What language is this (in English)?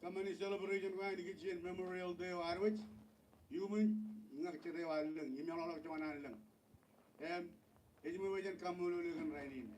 Marshallese